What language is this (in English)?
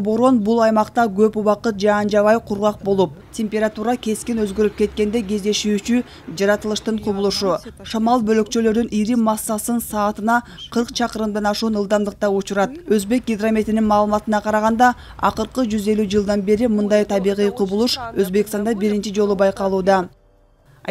Kyrgyz